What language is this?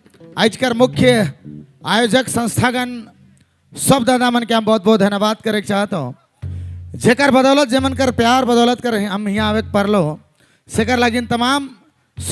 Sadri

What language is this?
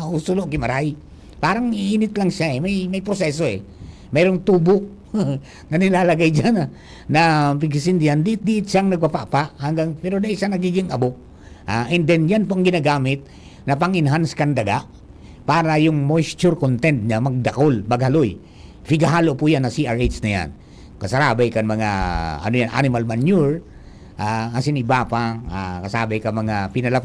Bikol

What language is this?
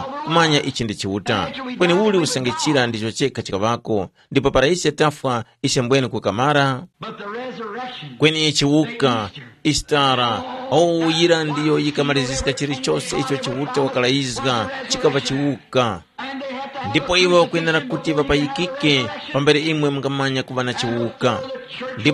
Tumbuka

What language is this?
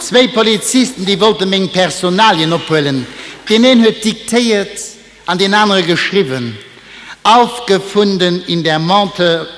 Luxembourgish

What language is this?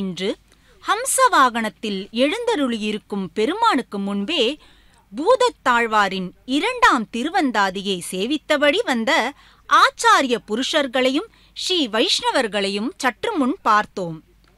Tamil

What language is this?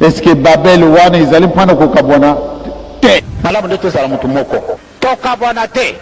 Lingala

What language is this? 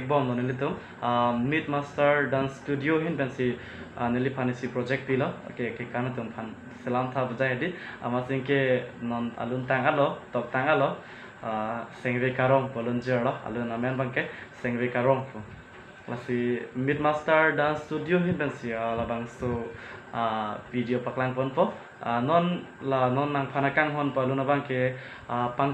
Karbi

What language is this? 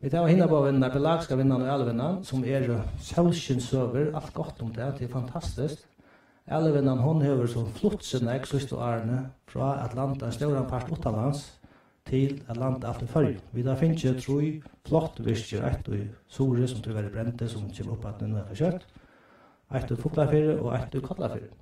Faroese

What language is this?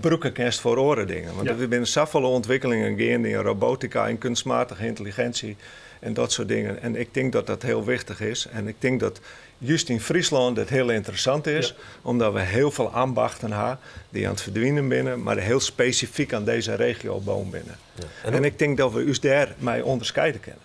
Western Frisian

